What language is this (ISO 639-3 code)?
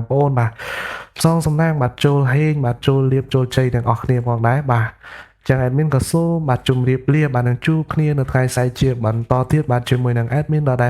khm